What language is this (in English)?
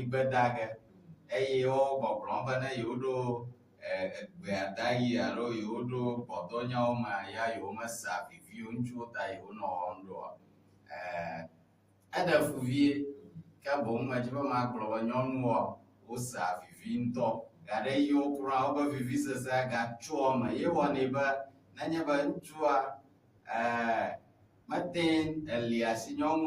Ewe